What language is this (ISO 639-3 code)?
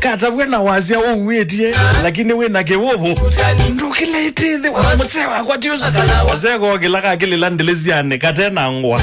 kam